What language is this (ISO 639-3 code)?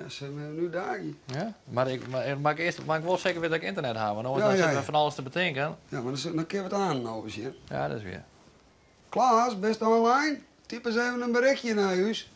fry